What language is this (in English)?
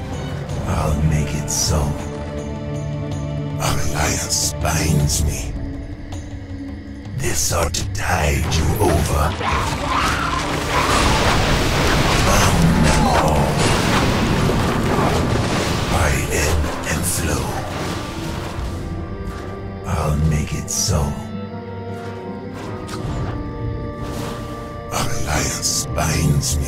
English